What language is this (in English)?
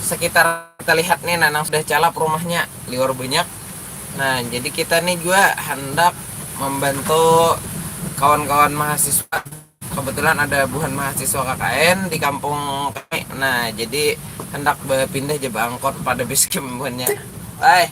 Banjar